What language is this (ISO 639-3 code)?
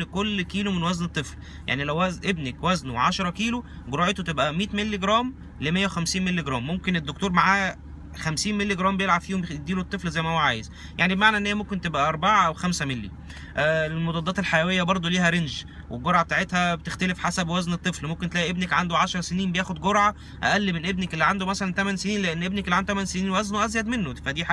arz